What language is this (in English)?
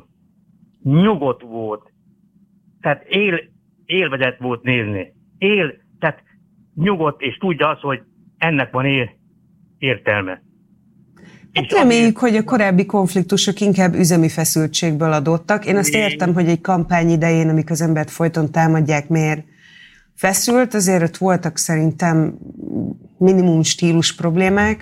Hungarian